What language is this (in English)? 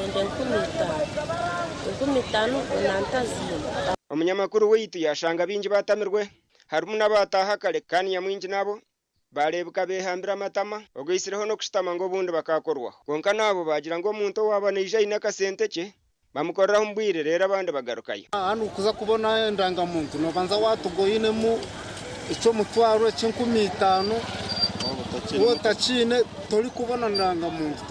Nyankole